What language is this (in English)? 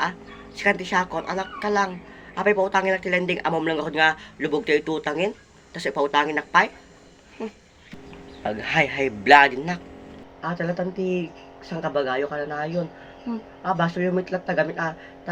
Iloko